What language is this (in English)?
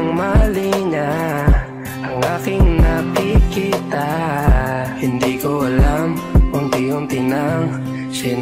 Filipino